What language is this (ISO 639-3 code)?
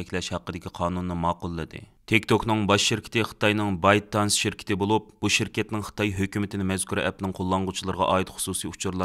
uig